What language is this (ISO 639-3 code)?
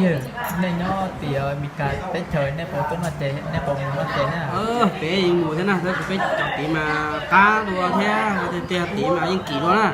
hmn